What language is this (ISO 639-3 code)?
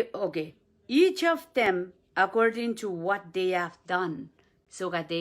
pon